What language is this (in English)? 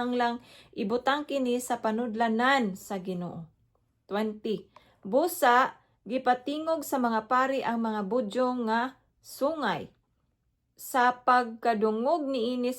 Cebuano